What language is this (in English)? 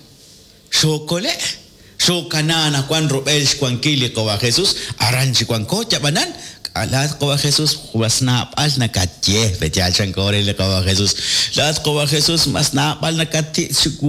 Kekchí